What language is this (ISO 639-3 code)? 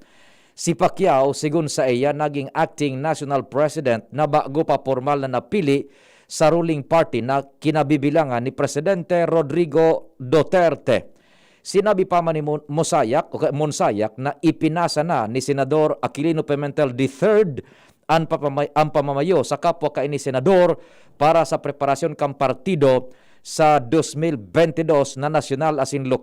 bik